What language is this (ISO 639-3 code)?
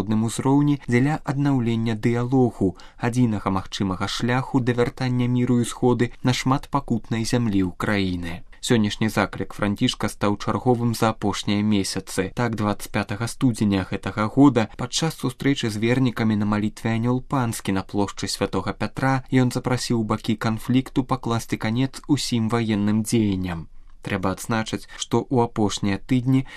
bel